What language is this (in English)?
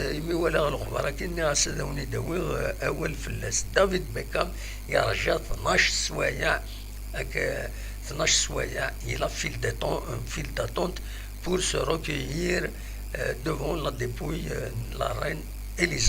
Kabyle